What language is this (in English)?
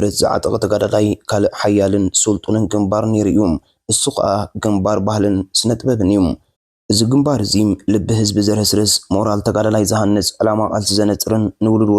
Tigrinya